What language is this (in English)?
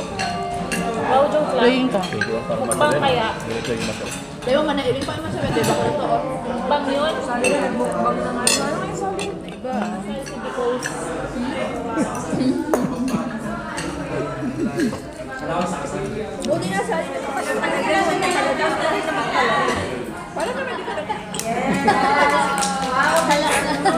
Filipino